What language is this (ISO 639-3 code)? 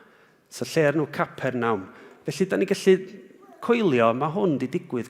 cym